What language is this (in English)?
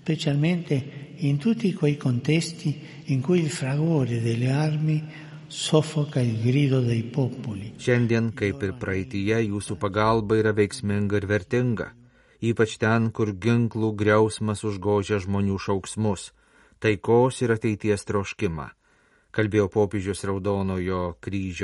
Lithuanian